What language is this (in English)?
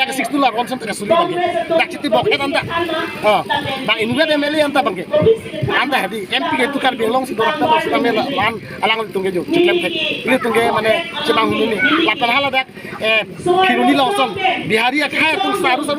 Karbi